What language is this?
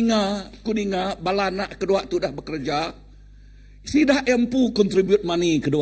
Iban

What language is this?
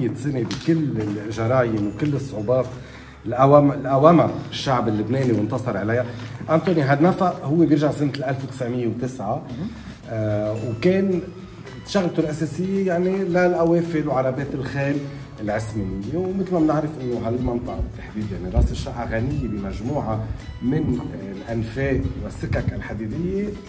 North Levantine Arabic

